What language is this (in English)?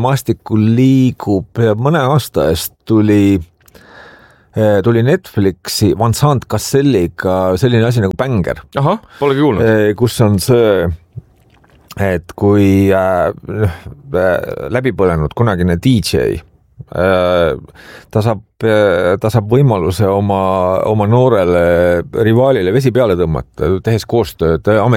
Estonian